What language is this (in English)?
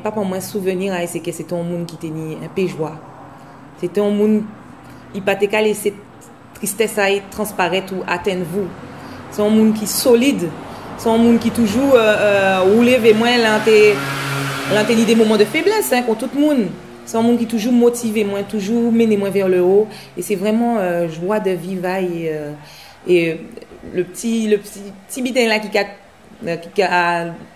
Guadeloupean Creole French